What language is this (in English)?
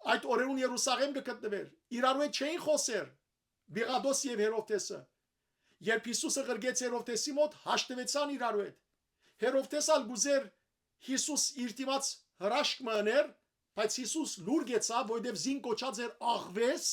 Western Armenian